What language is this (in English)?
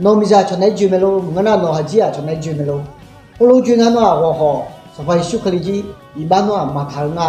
Akha